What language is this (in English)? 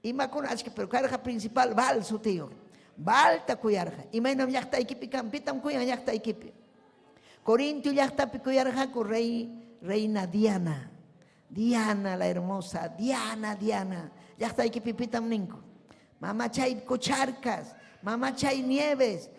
Ayacucho Quechua